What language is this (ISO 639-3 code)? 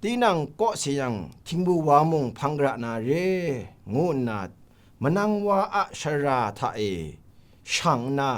kac